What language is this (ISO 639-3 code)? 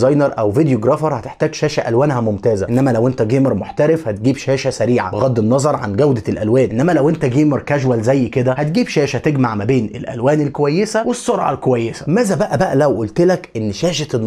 arz